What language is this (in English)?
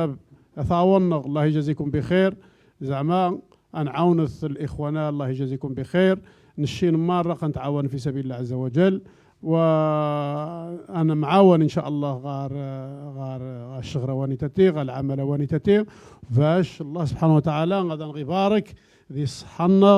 Moroccan Arabic